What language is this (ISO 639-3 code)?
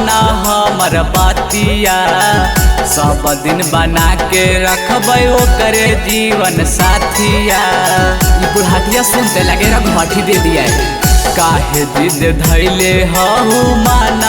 mag